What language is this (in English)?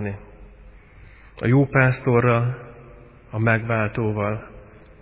Hungarian